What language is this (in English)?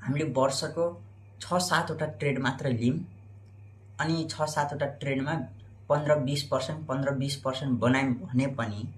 Nepali